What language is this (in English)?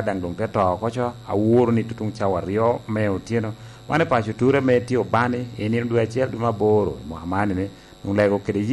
Lango (Uganda)